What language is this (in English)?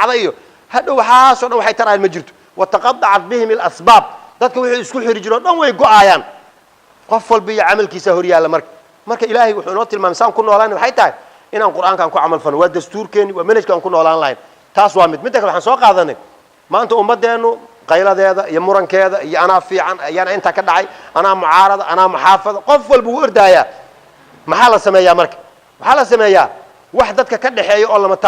Somali